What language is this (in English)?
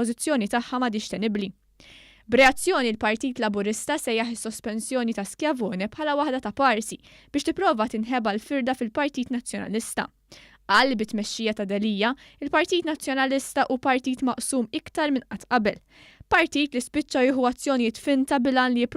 Maltese